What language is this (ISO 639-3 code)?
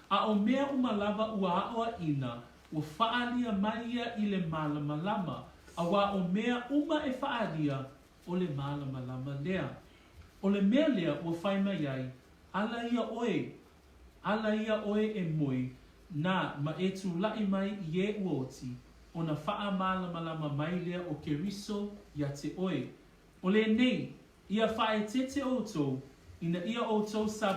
smo